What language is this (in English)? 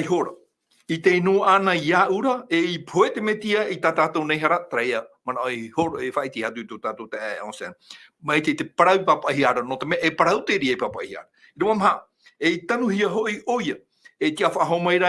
Tahitian